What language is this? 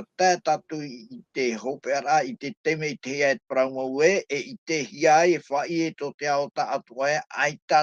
Tahitian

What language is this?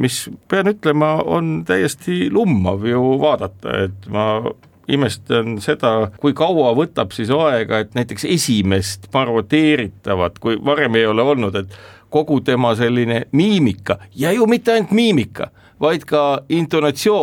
Estonian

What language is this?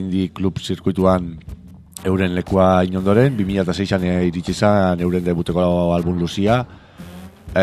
Basque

